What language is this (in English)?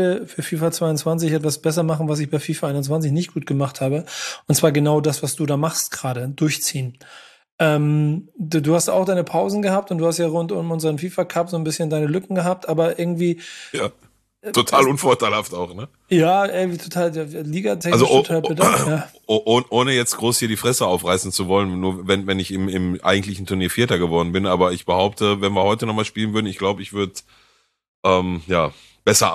German